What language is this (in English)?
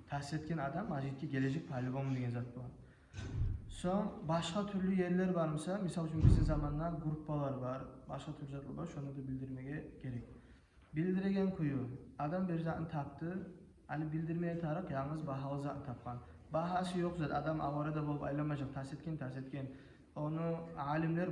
Kumyk